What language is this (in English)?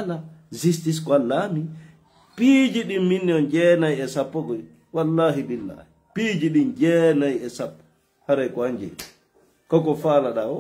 Fula